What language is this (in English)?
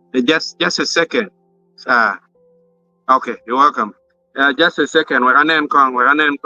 Acoli